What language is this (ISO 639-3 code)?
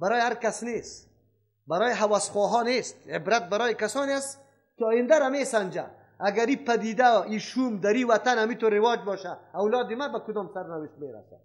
fas